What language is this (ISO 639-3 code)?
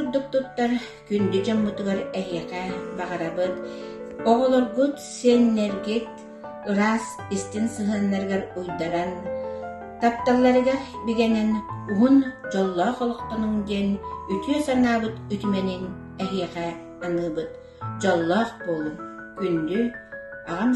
sah